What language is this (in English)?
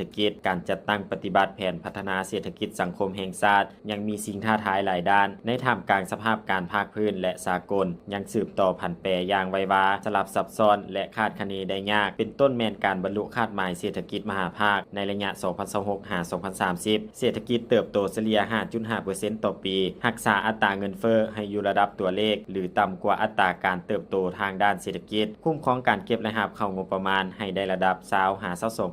Lao